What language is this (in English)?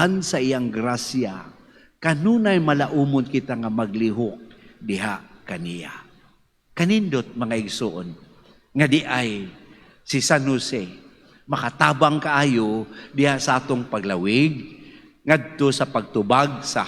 Cebuano